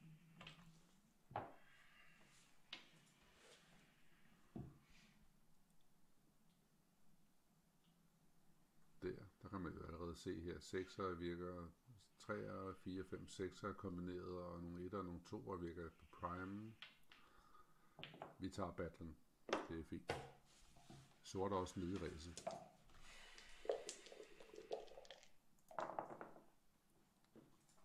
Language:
Danish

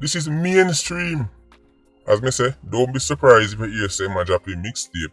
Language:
Jamaican Creole English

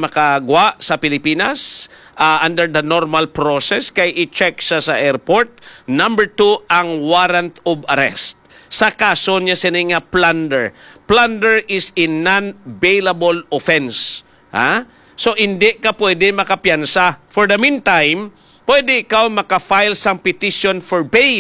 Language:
Hiligaynon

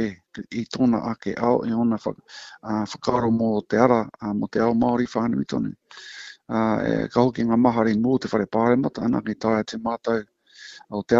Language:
Māori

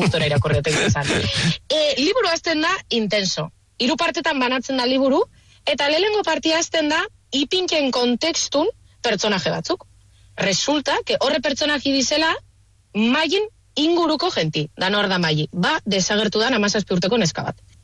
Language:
Basque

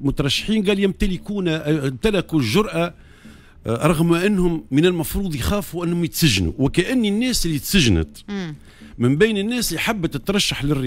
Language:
Tunisian Arabic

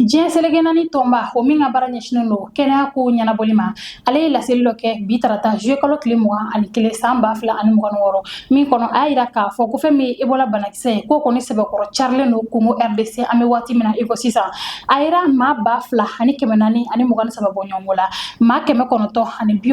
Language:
Bambara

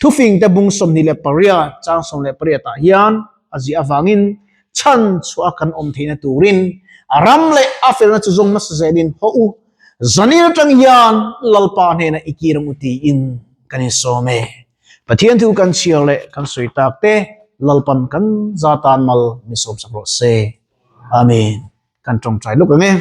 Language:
Mizo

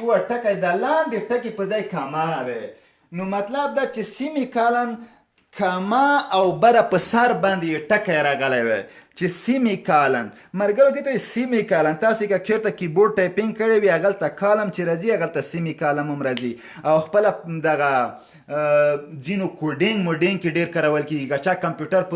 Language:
Pashto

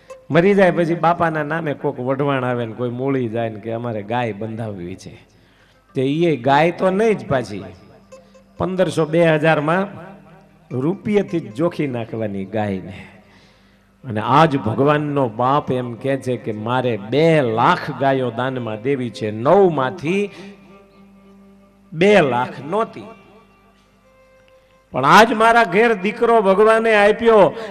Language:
Gujarati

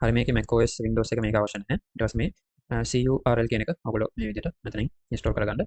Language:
Sinhala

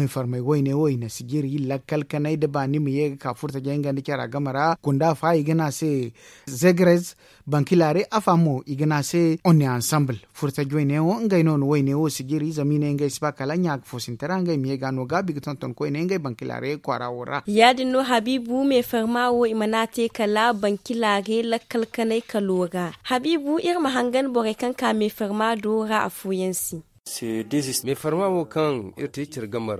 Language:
Zarma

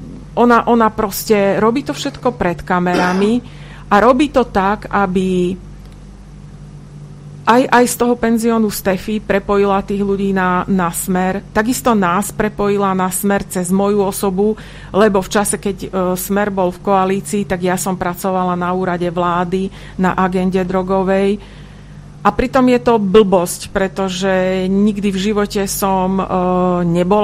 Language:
Slovak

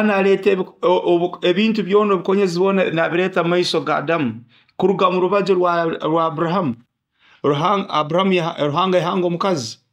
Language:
Nyoro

